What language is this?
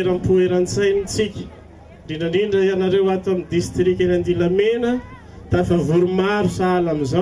Malagasy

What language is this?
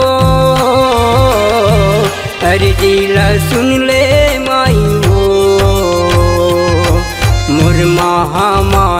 Chhattisgarhi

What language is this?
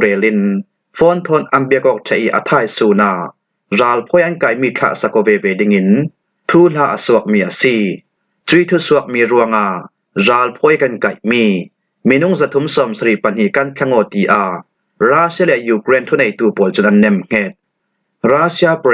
Falam Chin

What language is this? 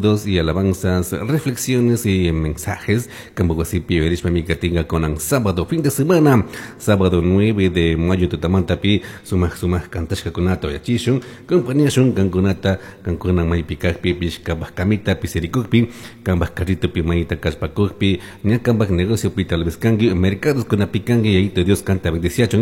Chimborazo Highland Quichua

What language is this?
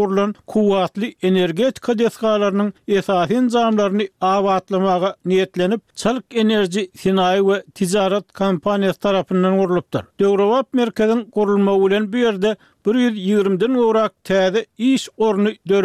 Turkmen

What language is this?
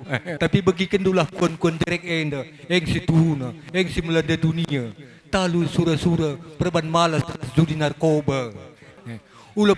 Batak Karo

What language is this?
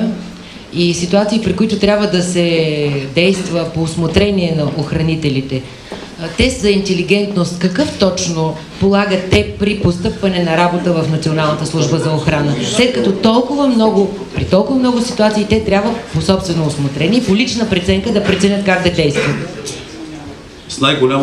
Bulgarian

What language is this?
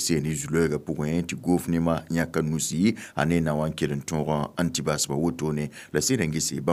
Mossi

